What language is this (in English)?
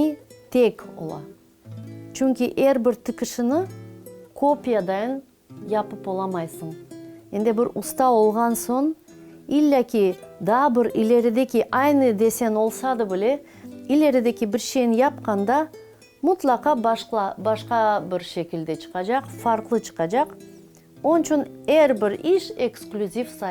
Crimean Tatar